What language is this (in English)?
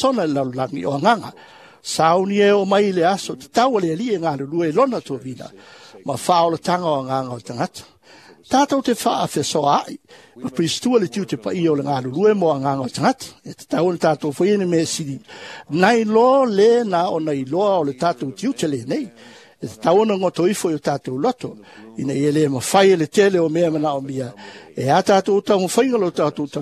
Samoan